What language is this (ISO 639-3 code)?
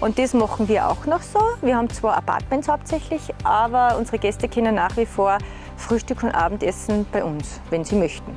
bar